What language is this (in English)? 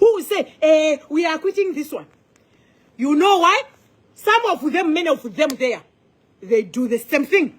Nyanja